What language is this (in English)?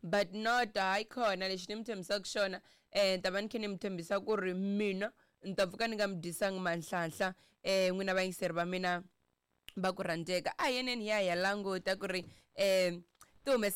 Tsonga